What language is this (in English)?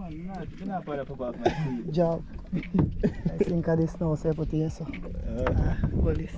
Jamaican Creole English